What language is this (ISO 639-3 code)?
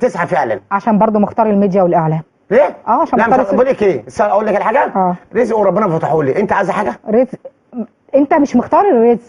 arz